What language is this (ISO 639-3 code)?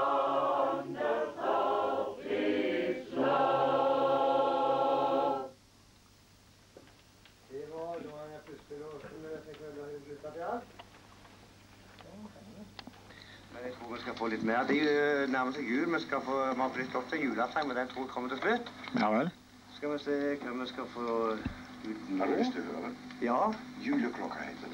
nor